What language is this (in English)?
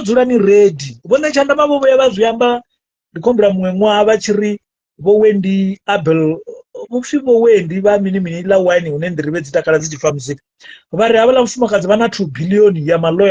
Venda